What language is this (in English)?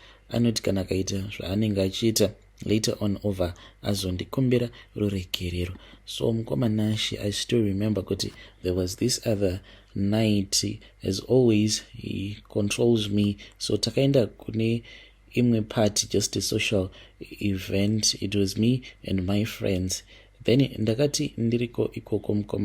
Shona